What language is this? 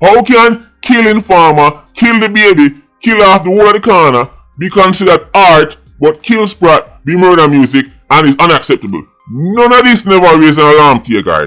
Jamaican Creole English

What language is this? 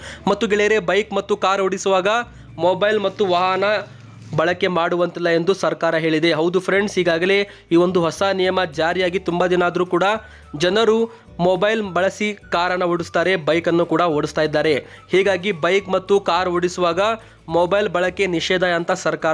Kannada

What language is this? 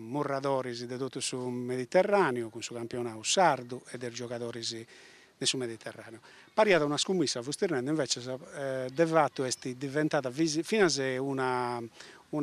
Sardinian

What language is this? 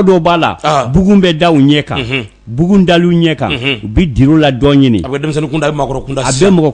Bambara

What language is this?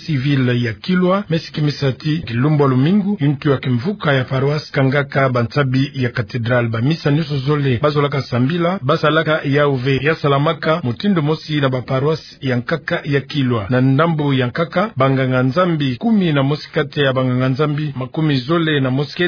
Kituba (Democratic Republic of Congo)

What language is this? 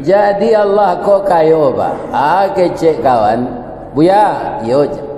Minangkabau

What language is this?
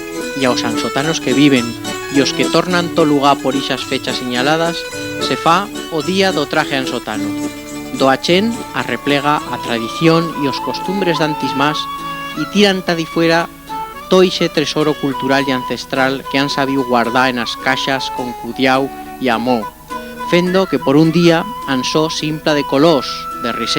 Aragonese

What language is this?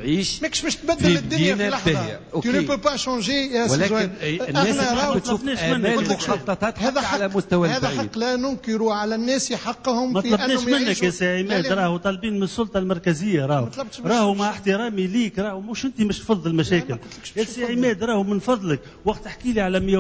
Tunisian Arabic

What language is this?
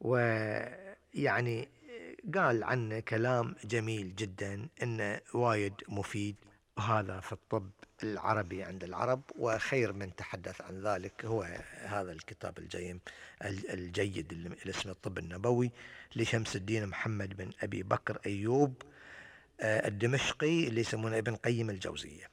Gulf Arabic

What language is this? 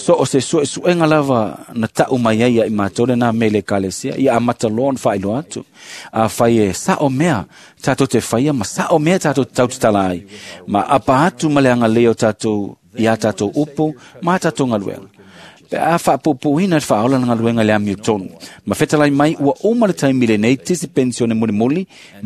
Samoan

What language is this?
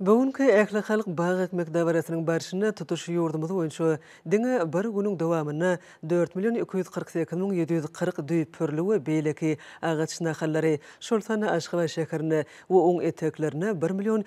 Turkmen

